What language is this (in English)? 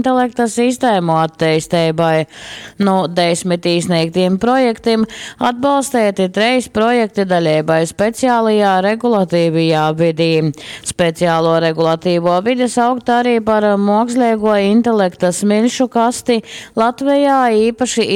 Latgalian